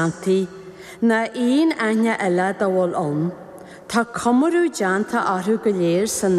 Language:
Irish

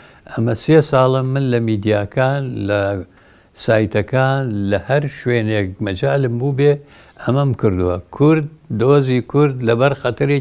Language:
Central Kurdish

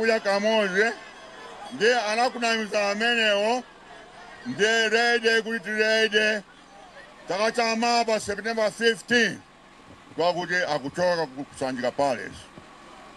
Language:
Nyanja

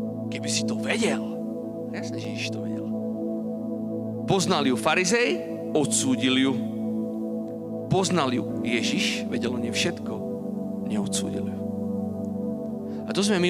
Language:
Slovak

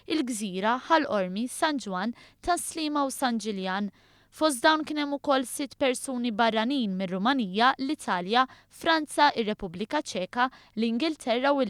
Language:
Maltese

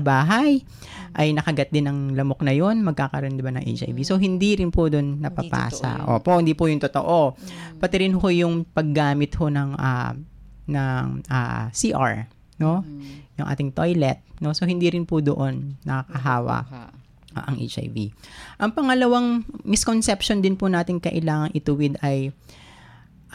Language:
Filipino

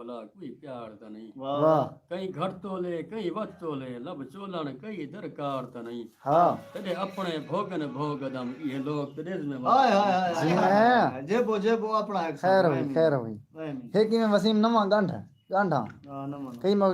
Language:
Saraiki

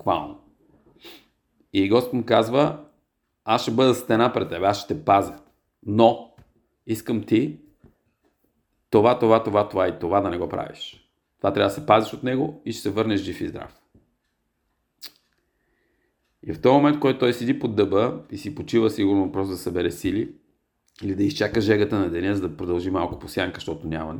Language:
Bulgarian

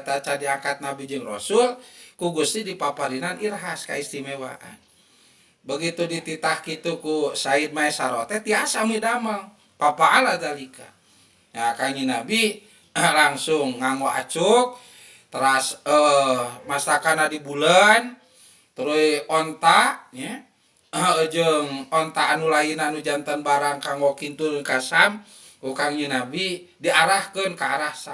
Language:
Sundanese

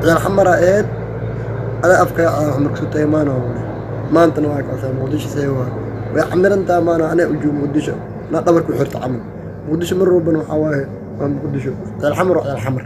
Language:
Somali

